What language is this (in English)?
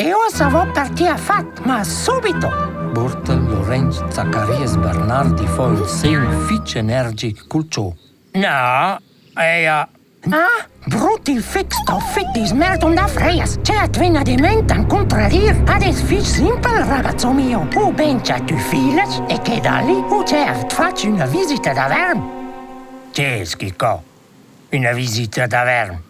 Romansh